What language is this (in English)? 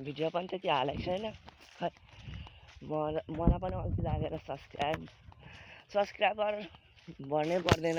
Nepali